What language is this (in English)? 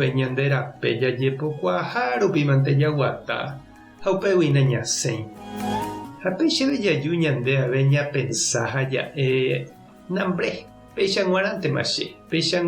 Guarani